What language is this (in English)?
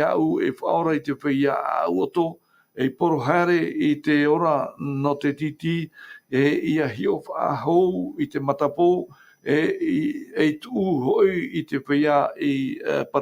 Tahitian